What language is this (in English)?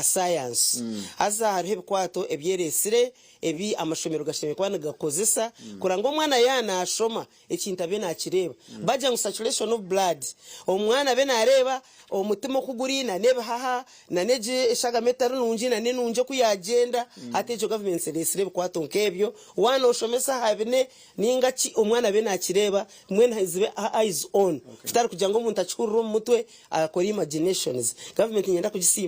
Nyankole